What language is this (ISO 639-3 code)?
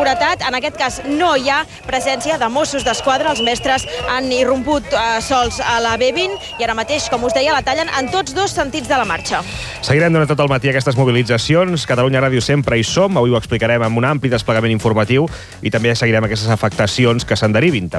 cat